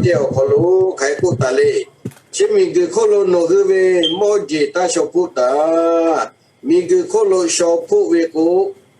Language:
Lahu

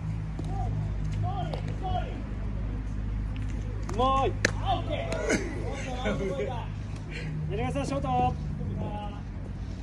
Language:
Japanese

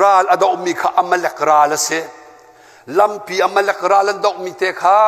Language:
Hakha Chin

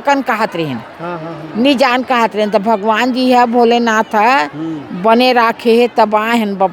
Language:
Chhattisgarhi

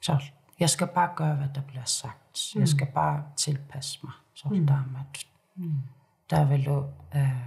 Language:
Kalaallisut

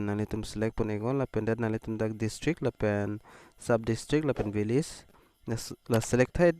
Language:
Karbi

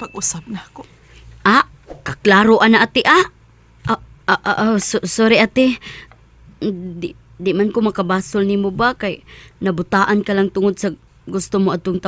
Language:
Cebuano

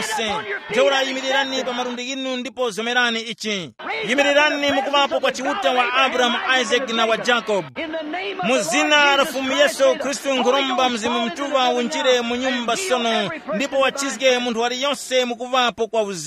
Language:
Tumbuka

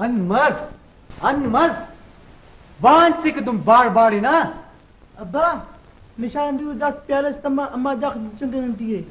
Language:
Brahui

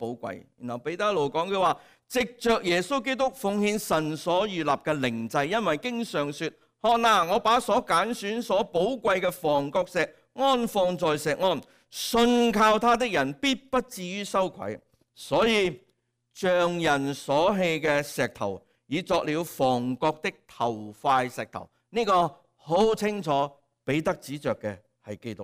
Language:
Cantonese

